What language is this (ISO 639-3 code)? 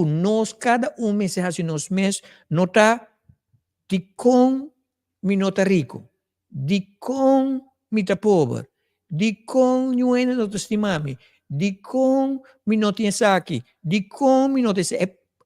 pap